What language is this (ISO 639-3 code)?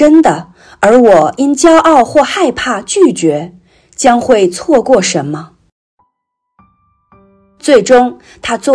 zho